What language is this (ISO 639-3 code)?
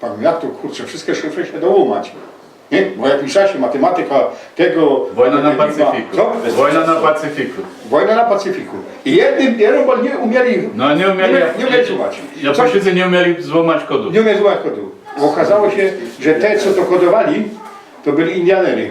szl